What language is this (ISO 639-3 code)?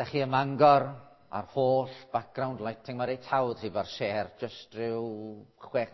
cym